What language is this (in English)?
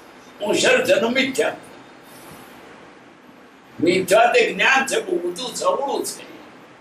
Gujarati